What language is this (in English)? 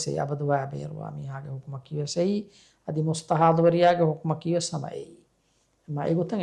Divehi